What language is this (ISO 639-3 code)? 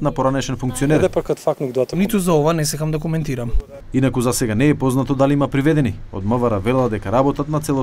mkd